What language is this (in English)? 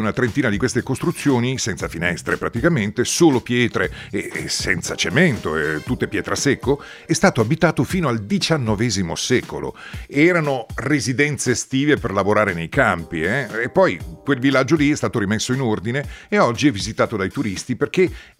Italian